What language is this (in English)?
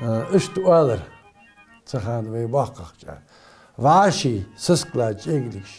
Ingush